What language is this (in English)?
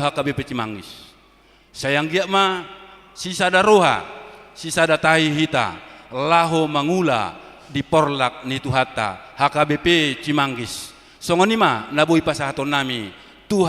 Batak Toba